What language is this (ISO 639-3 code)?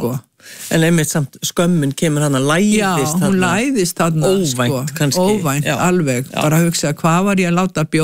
isl